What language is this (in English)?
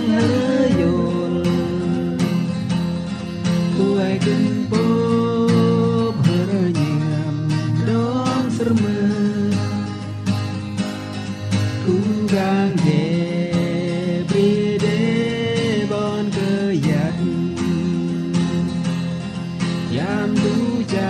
Thai